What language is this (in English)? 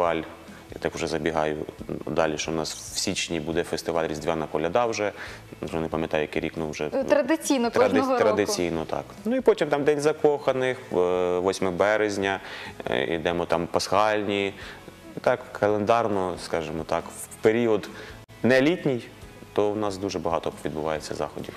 Ukrainian